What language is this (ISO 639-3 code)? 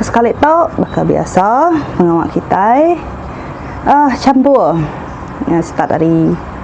iba